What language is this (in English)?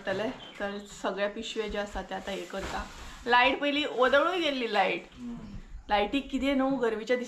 Konkani